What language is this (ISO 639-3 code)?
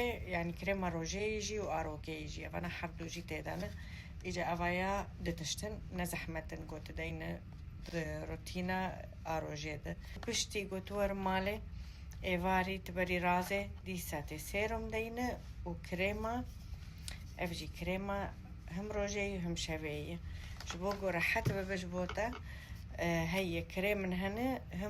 kur